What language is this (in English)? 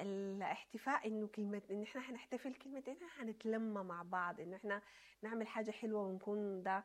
Sudanese Arabic